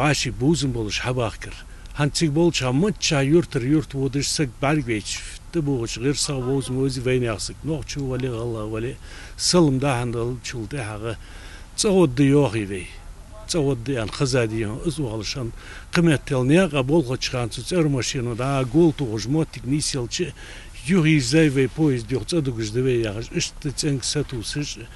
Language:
Ingush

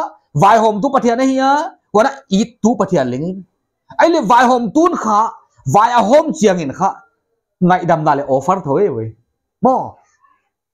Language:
Paite Chin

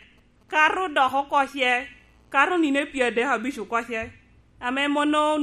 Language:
Lango (Uganda)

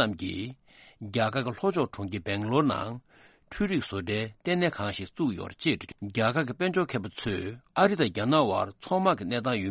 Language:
Tibetan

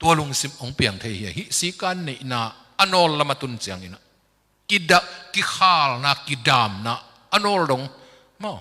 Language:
Tedim Chin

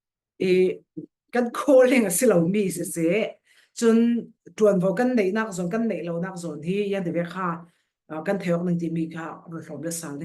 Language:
Falam Chin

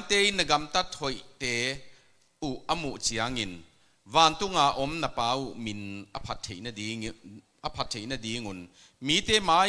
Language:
Tedim Chin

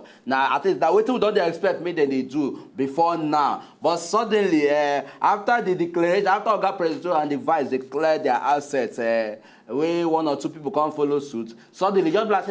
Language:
Nigerian Pidgin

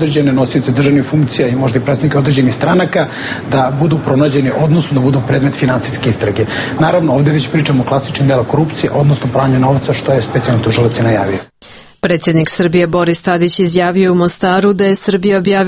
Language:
Serbian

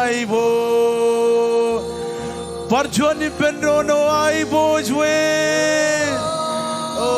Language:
Marshallese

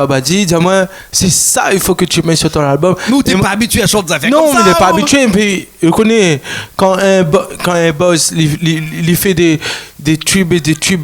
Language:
Réunion Creole French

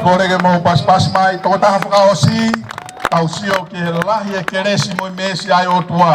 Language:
Tongan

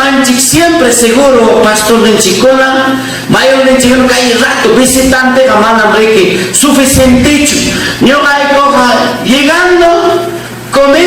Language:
Ayacucho Quechua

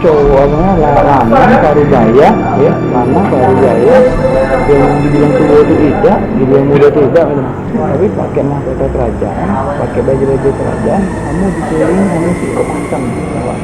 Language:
Musi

